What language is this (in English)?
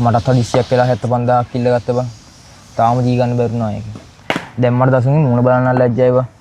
Sinhala